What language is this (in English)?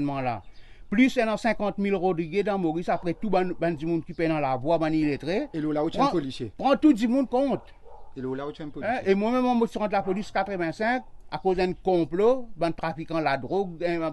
Morisyen